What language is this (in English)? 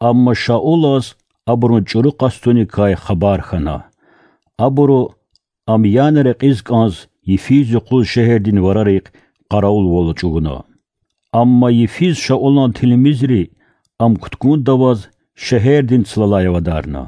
Lezghian